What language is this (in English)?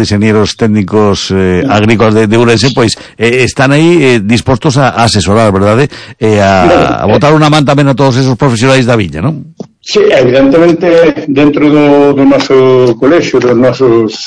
Galician